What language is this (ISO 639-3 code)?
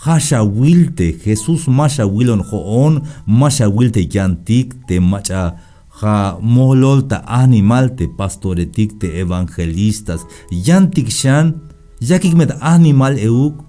tzh